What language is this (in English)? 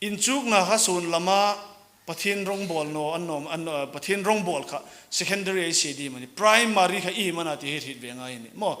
Hmar